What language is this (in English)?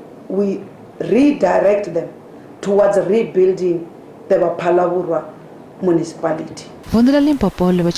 Venda